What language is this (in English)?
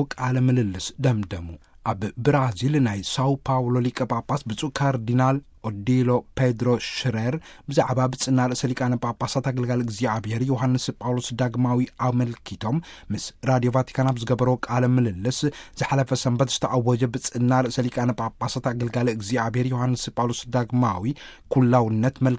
Tigrinya